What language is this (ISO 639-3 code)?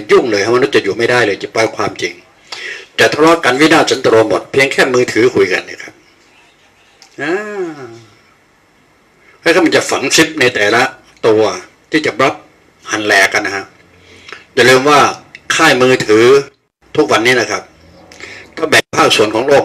tha